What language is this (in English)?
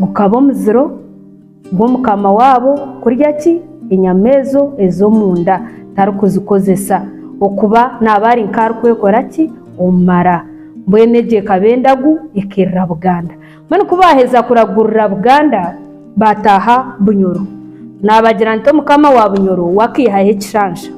Nyankole